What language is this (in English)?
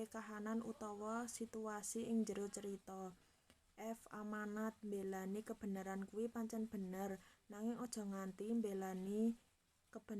Javanese